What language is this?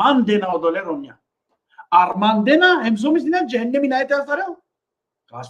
Balkan Romani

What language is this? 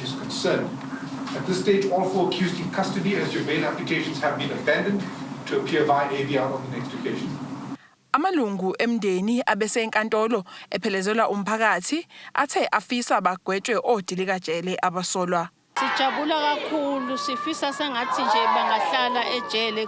Zulu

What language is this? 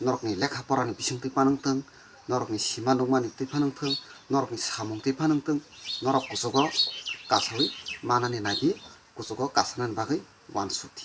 Kok Borok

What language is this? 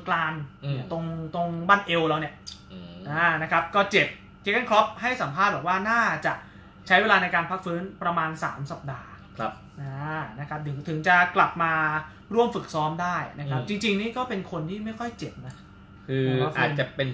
Thai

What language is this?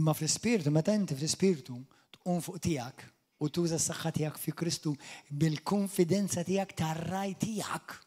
Maltese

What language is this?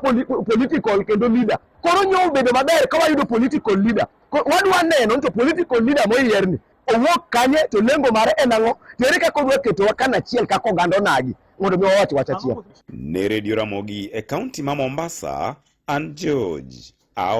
Luo (Kenya and Tanzania)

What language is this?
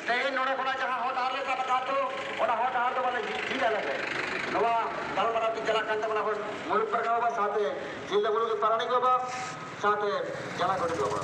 Santali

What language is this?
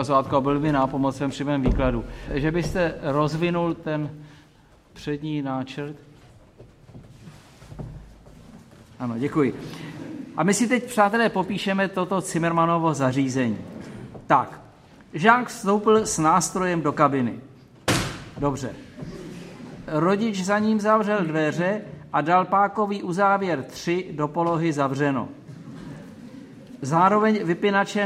Czech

